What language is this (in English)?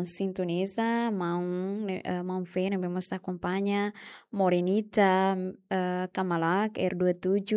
Tetum